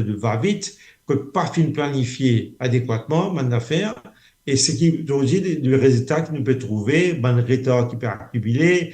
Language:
Morisyen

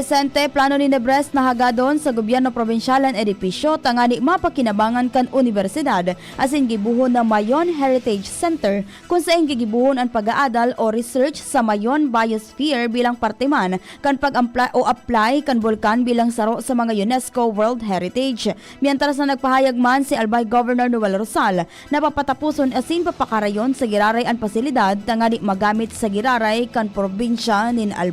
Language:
Bikol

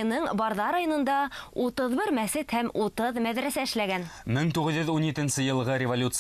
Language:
Bashkir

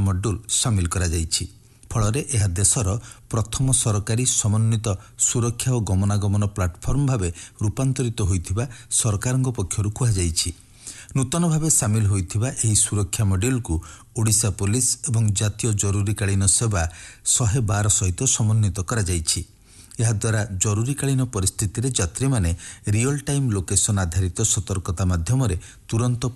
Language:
Odia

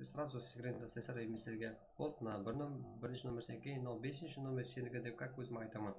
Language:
Kara-Kalpak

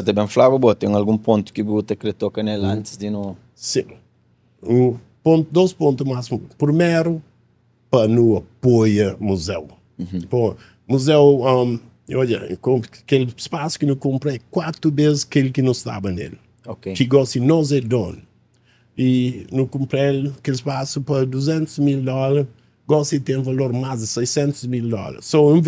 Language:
Kabuverdianu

